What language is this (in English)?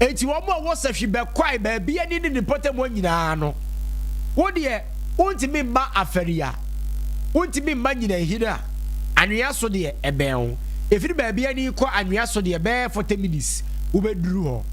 Akan